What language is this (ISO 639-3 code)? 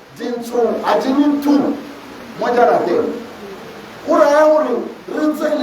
tsn